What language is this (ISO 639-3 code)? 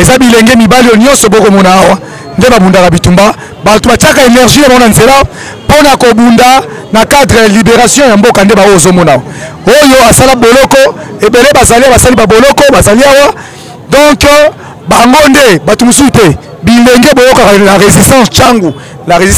lin